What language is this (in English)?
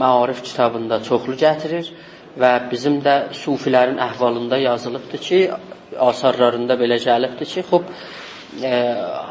South Azerbaijani